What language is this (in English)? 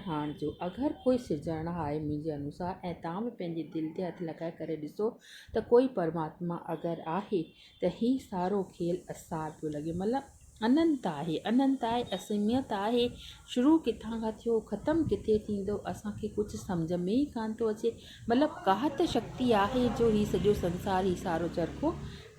Sindhi